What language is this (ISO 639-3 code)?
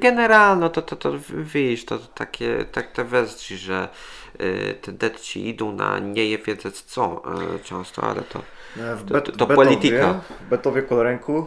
csb